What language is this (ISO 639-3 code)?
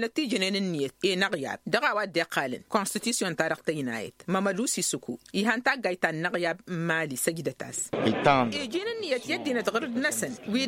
taq